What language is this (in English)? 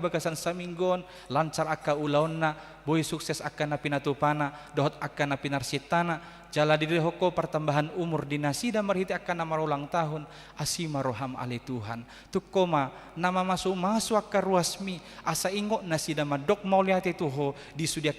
Batak Toba